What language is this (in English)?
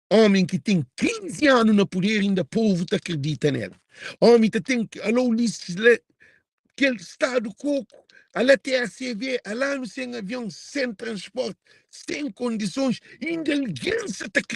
Kabuverdianu